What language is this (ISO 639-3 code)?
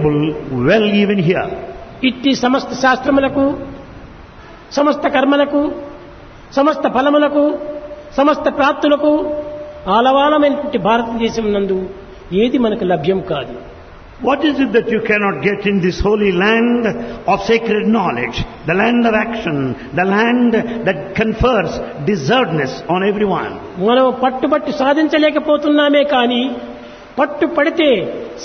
tel